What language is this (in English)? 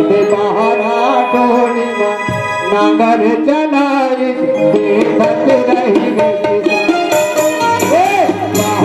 Chhattisgarhi